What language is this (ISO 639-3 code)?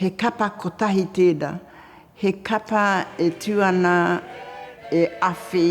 mri